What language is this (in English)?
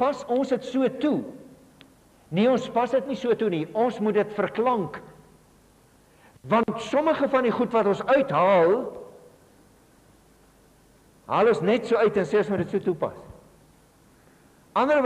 Afrikaans